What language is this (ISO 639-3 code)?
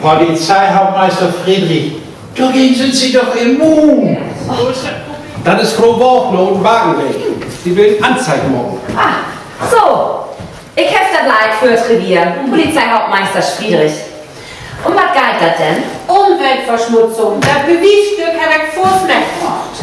nds